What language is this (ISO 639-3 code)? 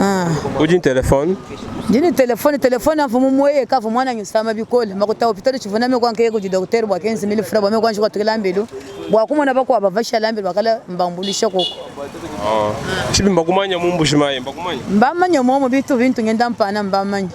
lua